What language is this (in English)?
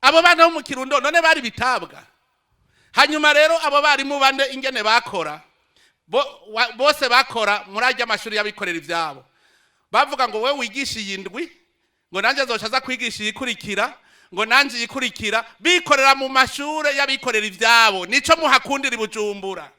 Rundi